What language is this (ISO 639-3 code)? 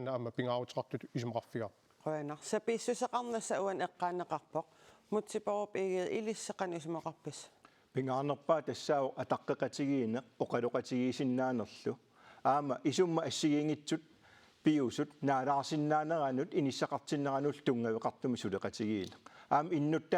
kal